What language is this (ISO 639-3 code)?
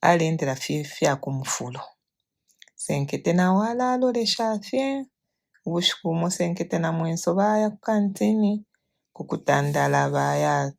bem